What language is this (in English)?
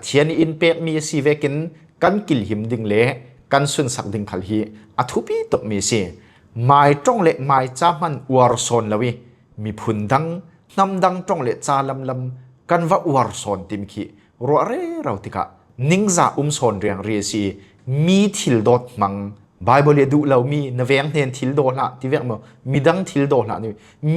Falam Chin